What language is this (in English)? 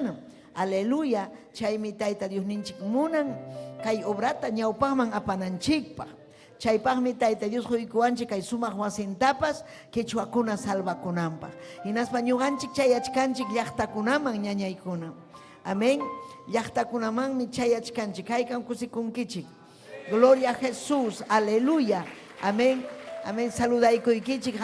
Ayacucho Quechua